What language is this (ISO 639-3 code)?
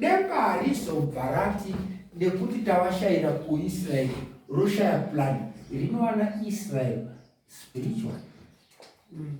sna